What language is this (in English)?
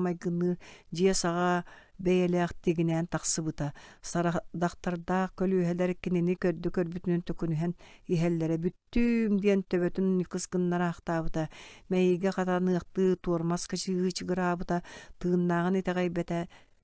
Yakut